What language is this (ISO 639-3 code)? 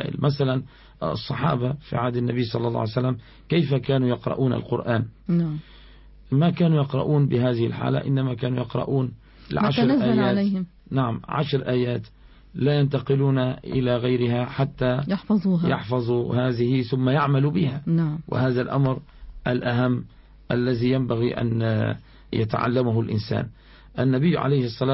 ara